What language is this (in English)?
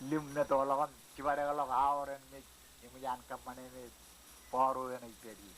Marshallese